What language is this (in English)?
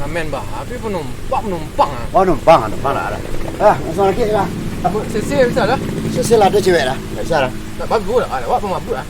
Minangkabau